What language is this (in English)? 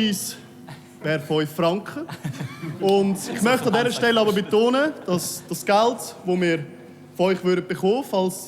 Swiss German